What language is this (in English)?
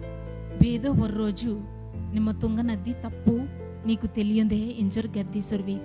Koya